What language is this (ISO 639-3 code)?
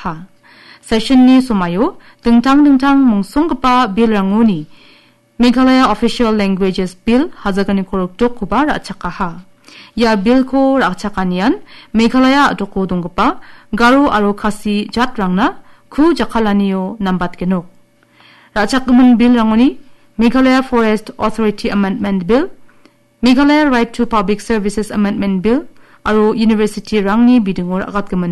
grt